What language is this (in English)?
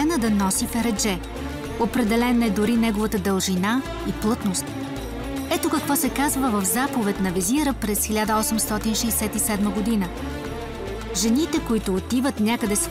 Bulgarian